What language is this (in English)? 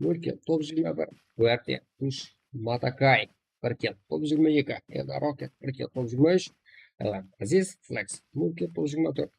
Kara-Kalpak